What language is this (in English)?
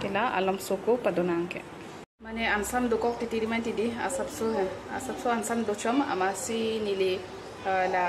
Karbi